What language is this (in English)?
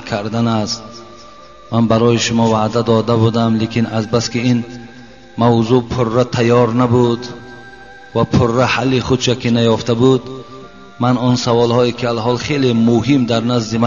Tajik